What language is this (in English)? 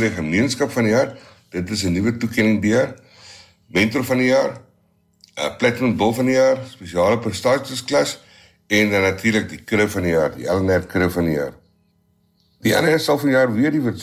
Afrikaans